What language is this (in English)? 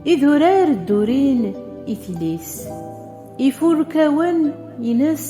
Kabyle